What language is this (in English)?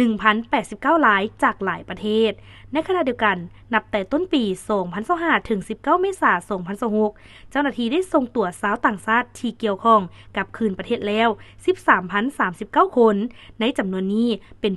Lao